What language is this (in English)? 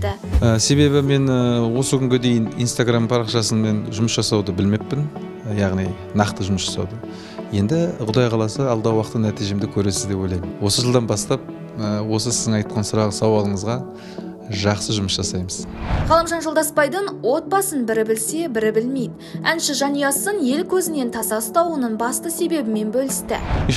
Kazakh